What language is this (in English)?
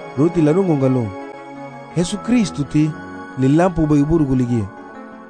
Garifuna